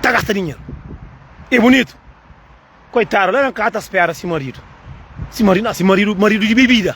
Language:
Kabuverdianu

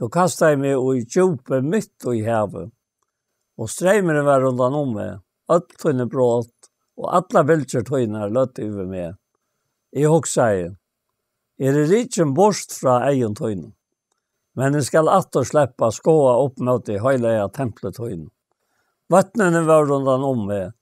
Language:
Faroese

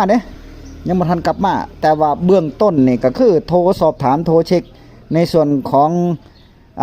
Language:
Northeastern Thai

